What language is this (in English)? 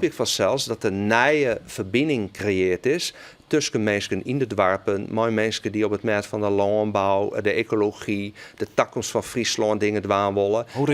Western Frisian